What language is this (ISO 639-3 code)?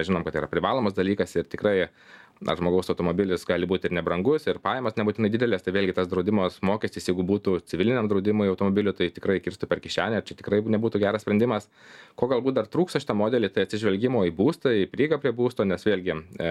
lit